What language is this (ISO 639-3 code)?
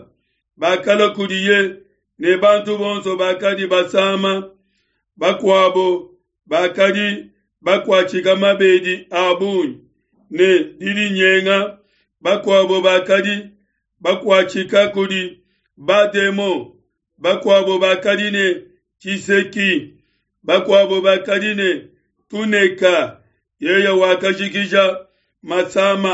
lua